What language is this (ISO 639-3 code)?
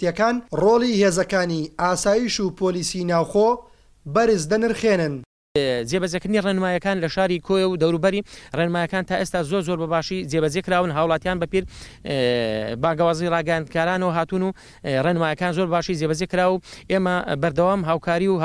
ckb